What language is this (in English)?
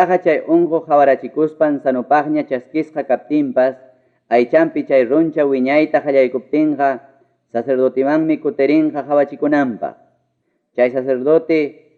Ayacucho Quechua